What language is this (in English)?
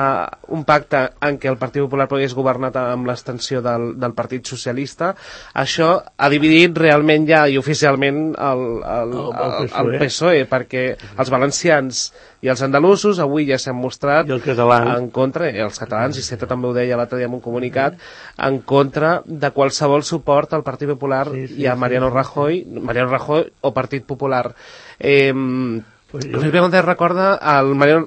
Catalan